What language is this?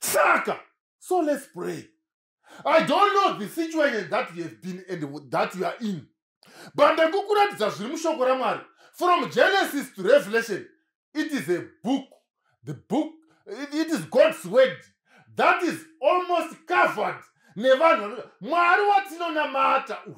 Shona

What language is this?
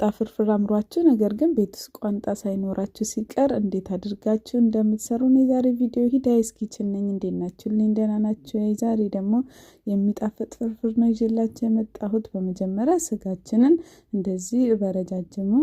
Amharic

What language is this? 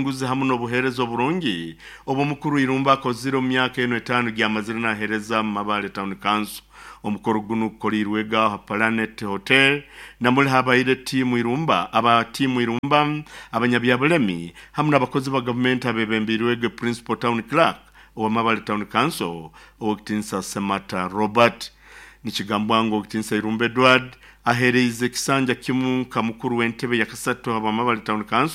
Nyoro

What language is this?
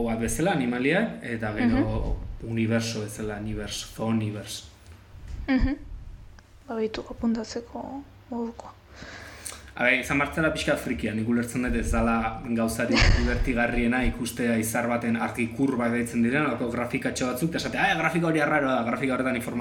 Basque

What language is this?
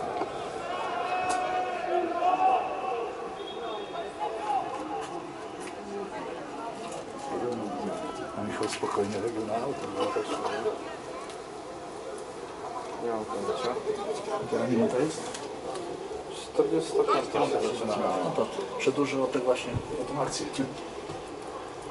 Polish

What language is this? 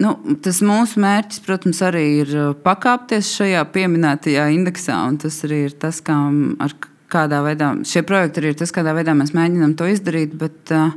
Latvian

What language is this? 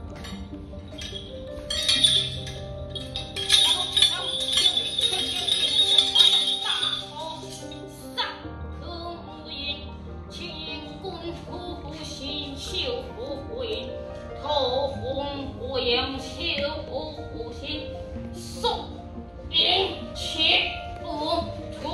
Chinese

